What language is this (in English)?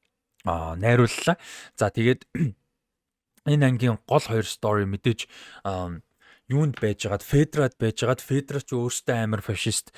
Mongolian